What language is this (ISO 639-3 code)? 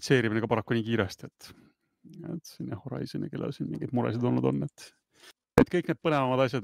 est